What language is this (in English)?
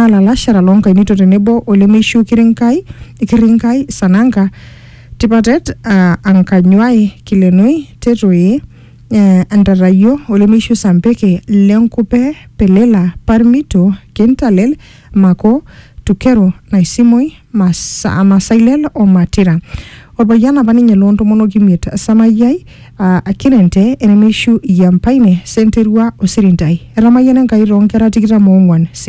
Masai